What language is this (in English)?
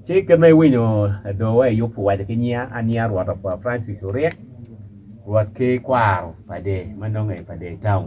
Acoli